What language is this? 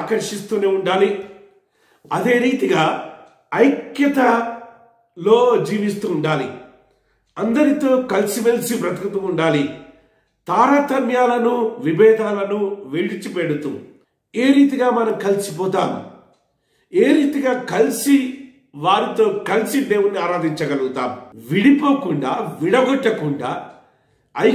Telugu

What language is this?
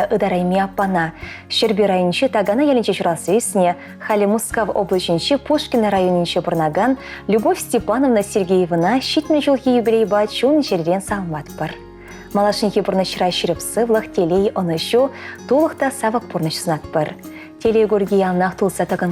Chuvash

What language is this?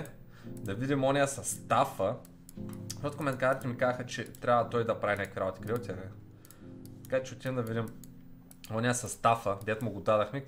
Bulgarian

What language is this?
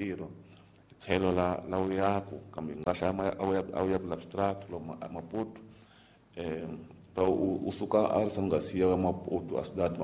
Tsonga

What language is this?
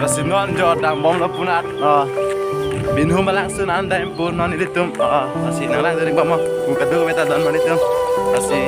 Karbi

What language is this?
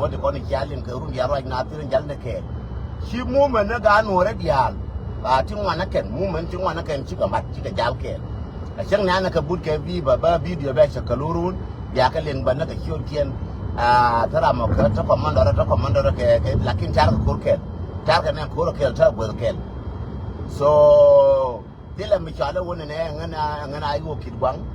Nuer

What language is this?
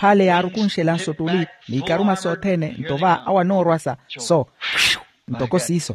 Makhuwa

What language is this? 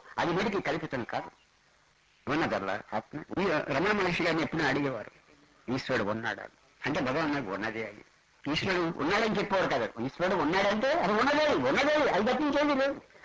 Telugu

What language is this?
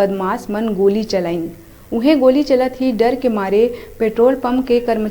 Chhattisgarhi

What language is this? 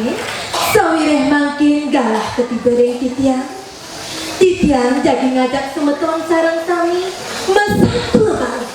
Balinese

